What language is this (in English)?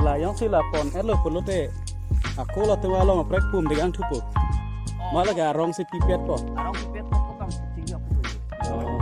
Karbi